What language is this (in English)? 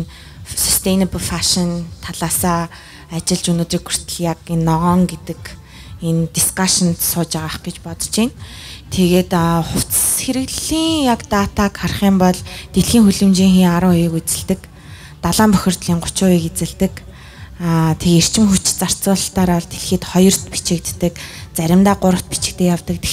Mongolian